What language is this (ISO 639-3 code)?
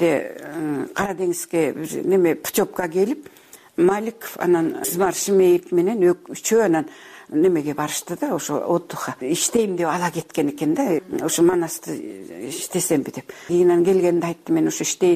kir